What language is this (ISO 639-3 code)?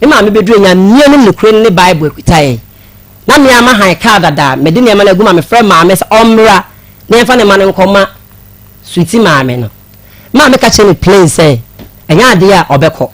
aka